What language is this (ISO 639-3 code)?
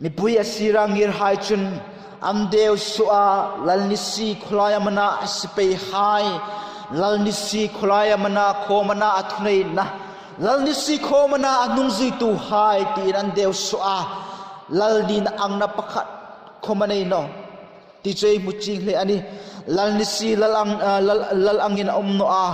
hmr